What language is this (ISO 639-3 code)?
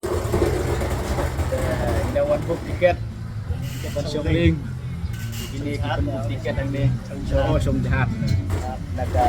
kha